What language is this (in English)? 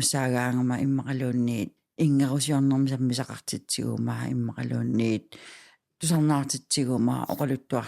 Kalaallisut